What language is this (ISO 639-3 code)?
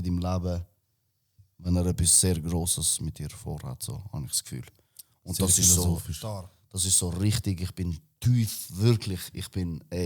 gsw